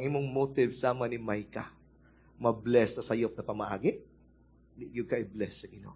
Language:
Cebuano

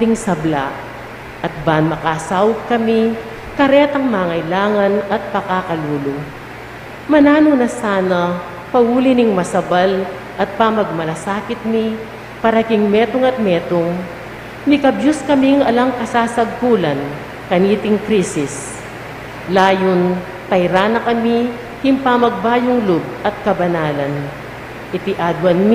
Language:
Pampanga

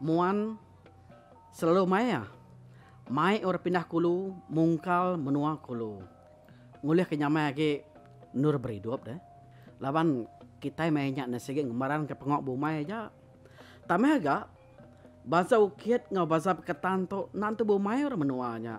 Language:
Iban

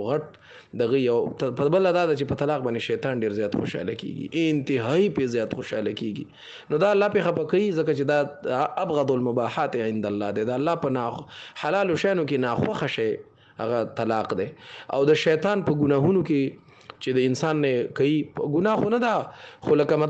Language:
Pashto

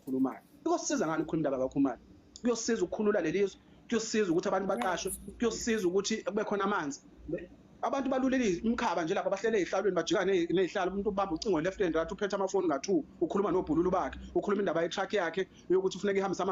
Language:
Zulu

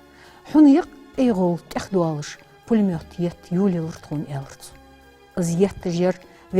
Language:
Ingush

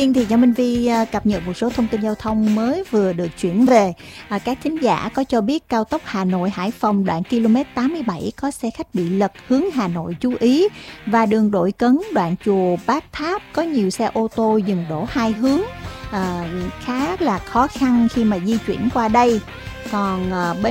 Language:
Vietnamese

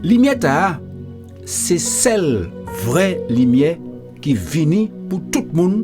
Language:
Guadeloupean Creole French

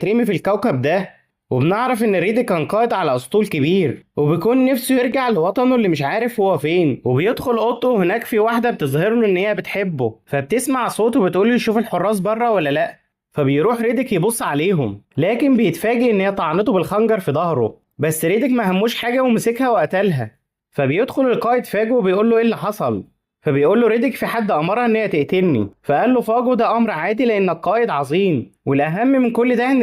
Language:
Egyptian Arabic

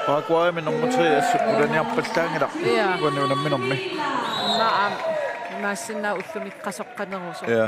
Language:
Kalaallisut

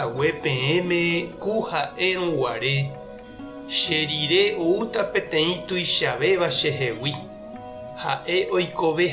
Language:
Guarani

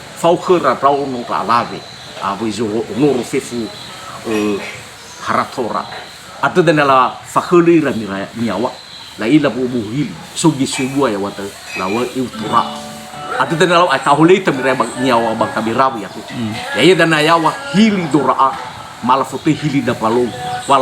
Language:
Nias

